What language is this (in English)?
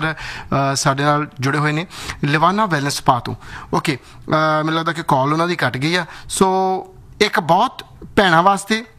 Punjabi